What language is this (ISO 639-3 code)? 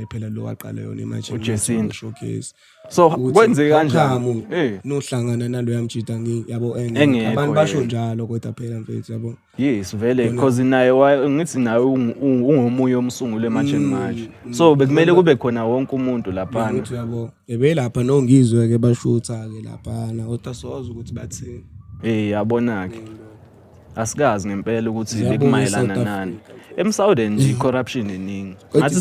zul